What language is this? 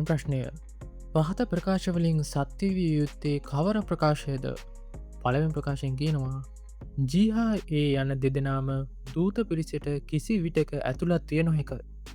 Sinhala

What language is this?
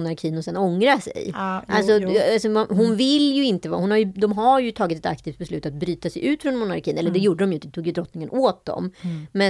Swedish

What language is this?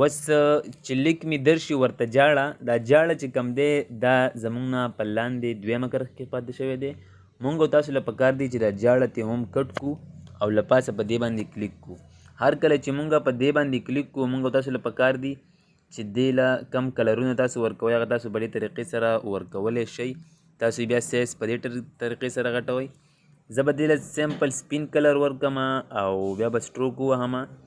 Pashto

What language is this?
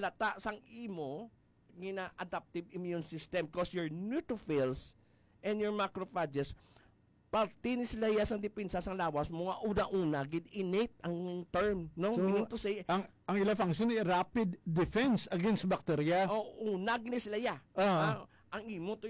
Hiligaynon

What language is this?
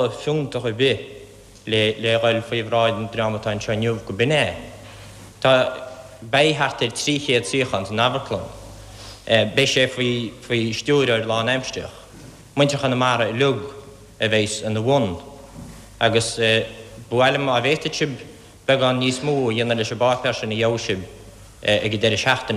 Irish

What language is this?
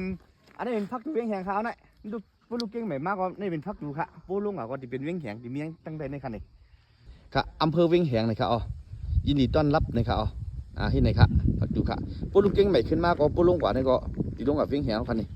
Shan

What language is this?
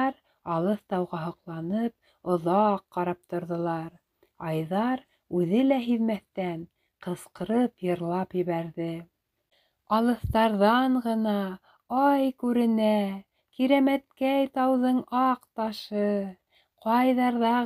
Bashkir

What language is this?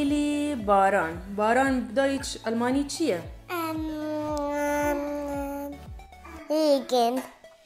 Kurdish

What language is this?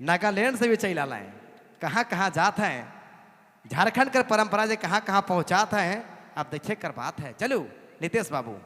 Sadri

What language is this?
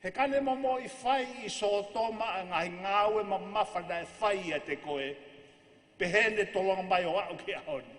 Tongan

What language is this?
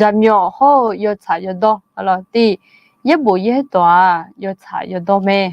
Akha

